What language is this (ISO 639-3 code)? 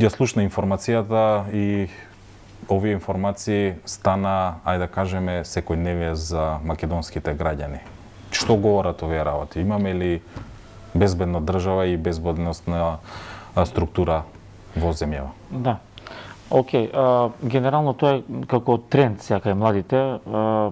mkd